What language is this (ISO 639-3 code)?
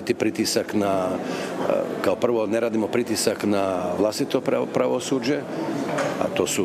hrv